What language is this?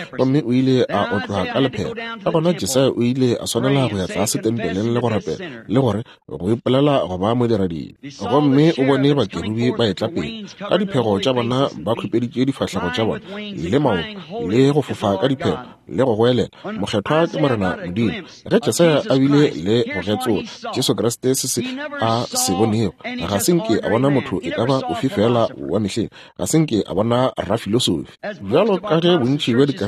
Northern Sotho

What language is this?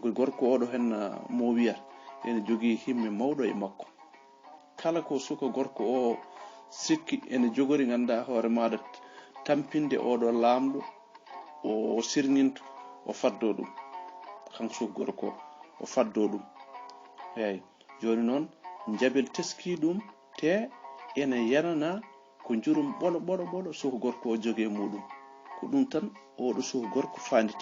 Fula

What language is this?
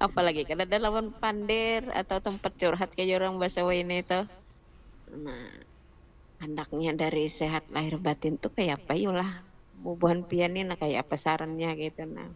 Banjar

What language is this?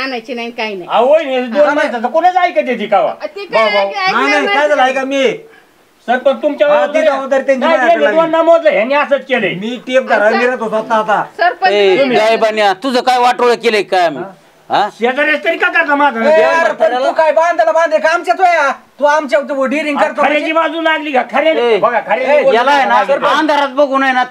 Marathi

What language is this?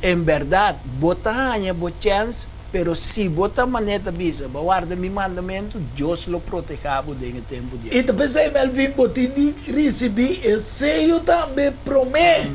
Papiamento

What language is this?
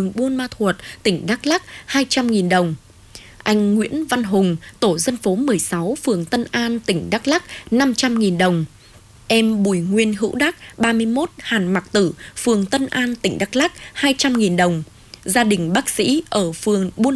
Vietnamese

